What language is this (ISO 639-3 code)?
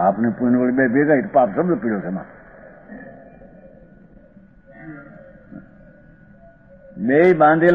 guj